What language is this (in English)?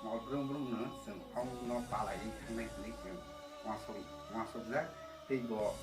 Kok Borok